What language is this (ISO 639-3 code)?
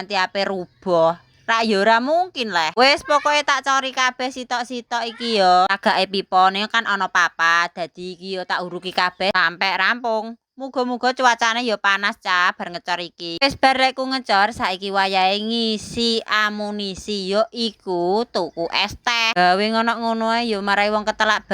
jav